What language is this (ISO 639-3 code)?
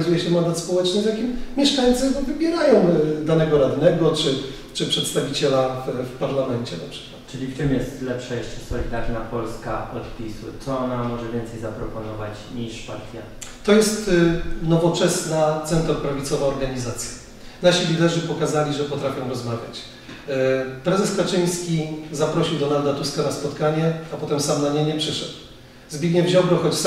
pol